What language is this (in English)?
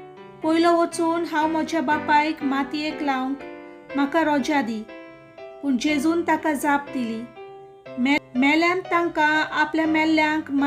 Konkani